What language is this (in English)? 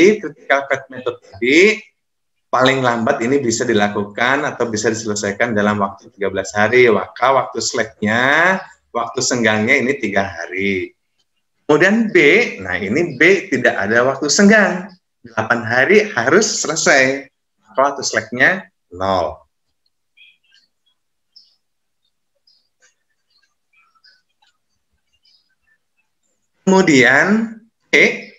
Indonesian